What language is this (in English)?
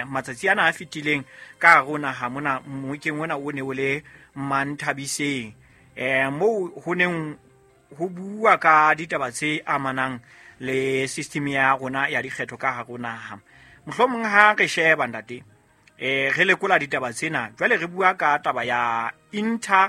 Southern Sotho